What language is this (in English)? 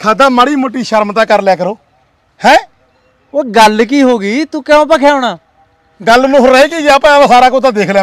Punjabi